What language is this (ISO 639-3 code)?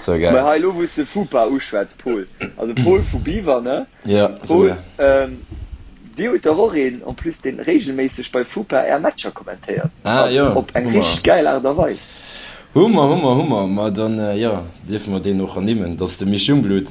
ltz